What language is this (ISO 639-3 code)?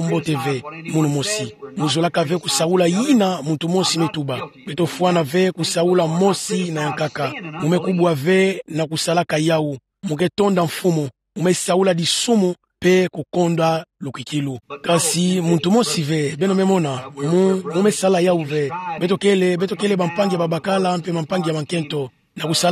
ktu